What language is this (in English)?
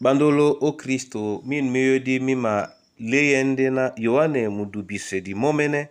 Duala